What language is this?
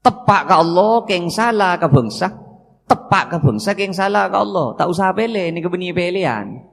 Madurese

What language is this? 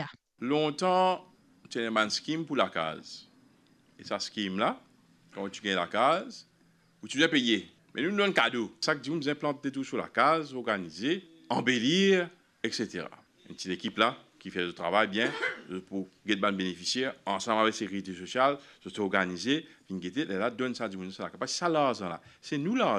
Morisyen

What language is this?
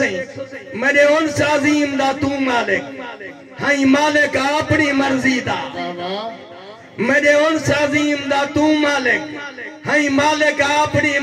Saraiki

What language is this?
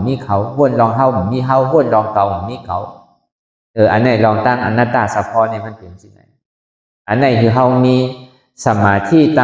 Shan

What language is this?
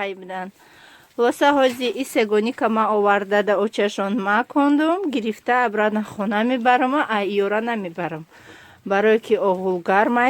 Tajik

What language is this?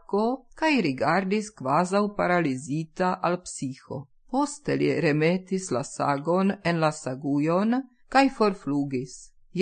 Esperanto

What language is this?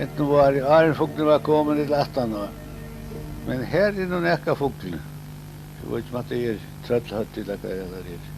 Faroese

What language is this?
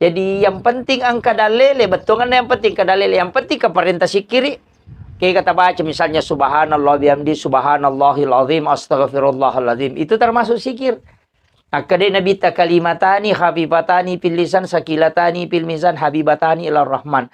Buginese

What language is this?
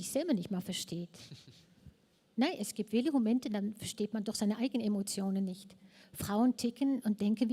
Swiss German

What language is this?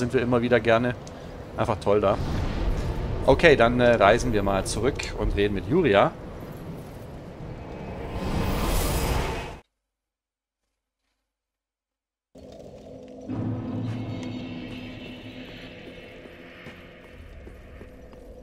German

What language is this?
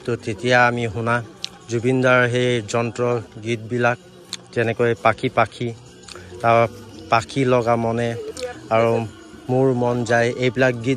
Assamese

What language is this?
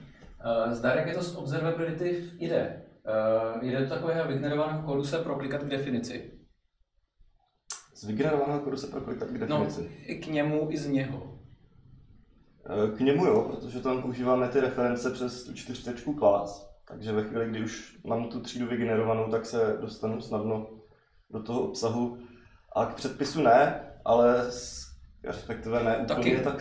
Czech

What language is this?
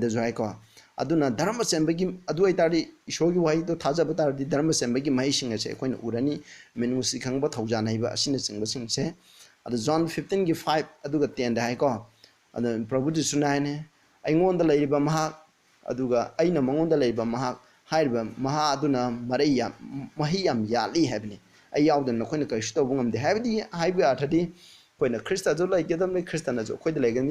Manipuri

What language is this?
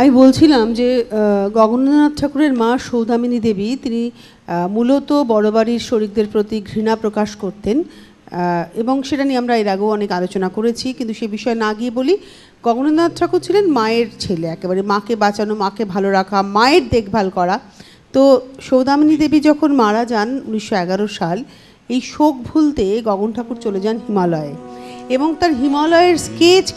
Bangla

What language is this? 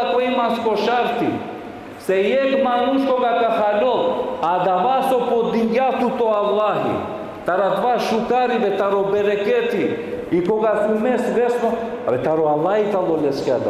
Balkan Romani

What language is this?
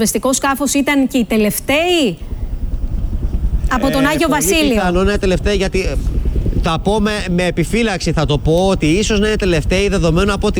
Greek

